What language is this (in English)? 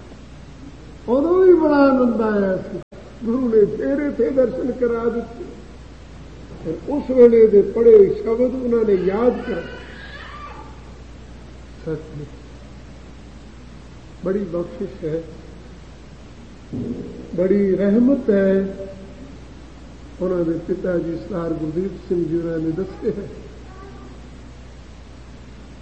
Punjabi